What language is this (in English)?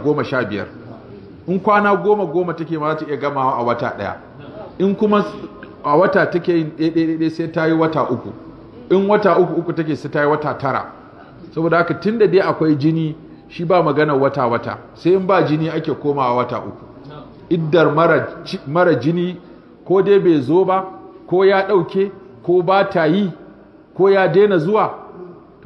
Hausa